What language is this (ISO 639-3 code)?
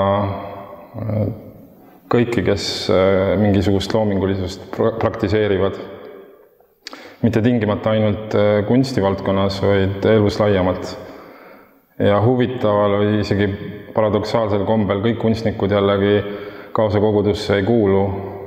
est